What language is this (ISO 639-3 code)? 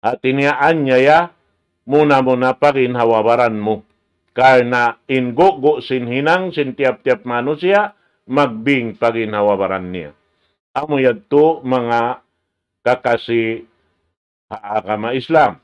tsg